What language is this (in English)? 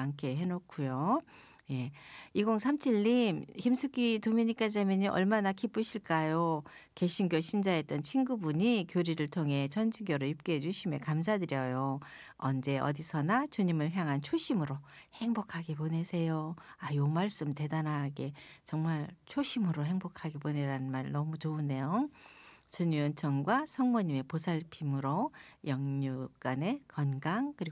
Korean